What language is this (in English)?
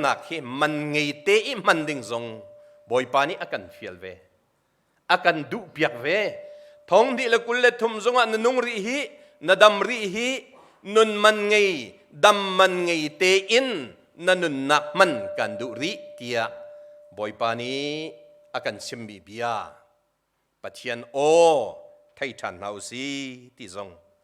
Hakha Chin